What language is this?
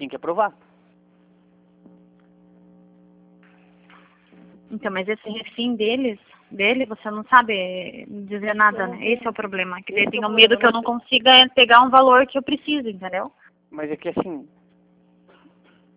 Portuguese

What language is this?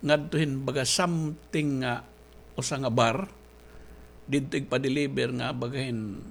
Waray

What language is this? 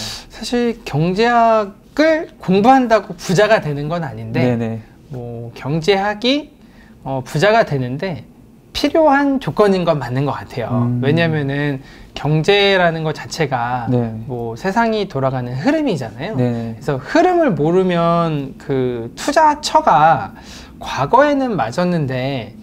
Korean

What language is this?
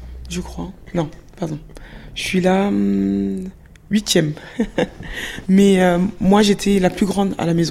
French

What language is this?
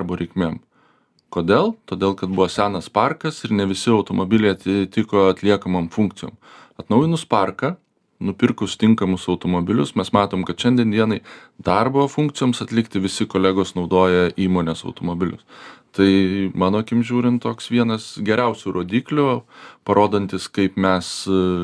Lithuanian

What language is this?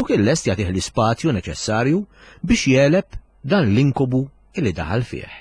Maltese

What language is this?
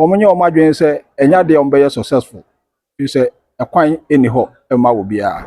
Akan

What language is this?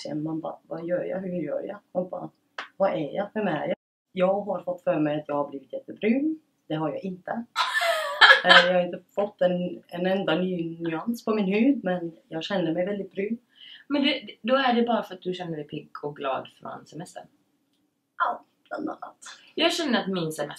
Swedish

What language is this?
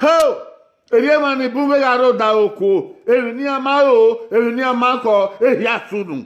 Bini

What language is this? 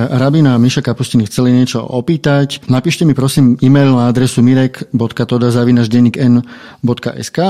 Slovak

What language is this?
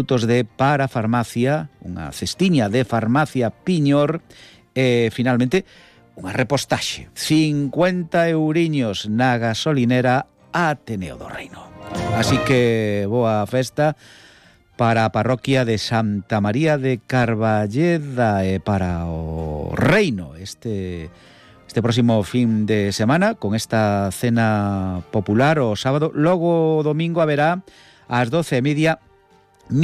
Galician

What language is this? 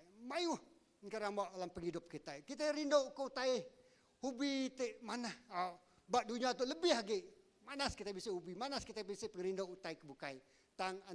Iban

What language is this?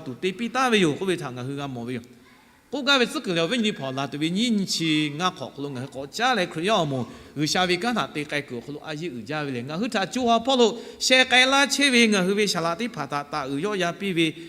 Lahu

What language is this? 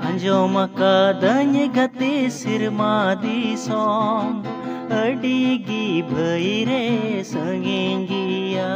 Santali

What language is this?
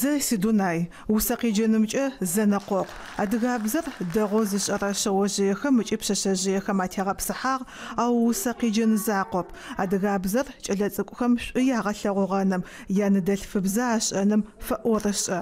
Adyghe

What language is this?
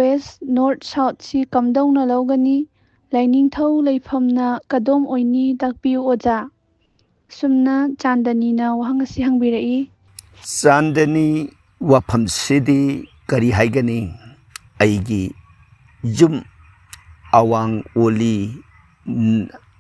Manipuri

